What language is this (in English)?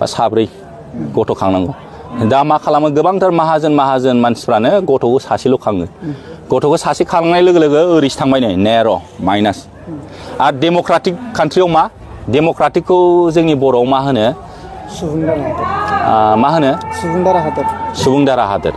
Bodo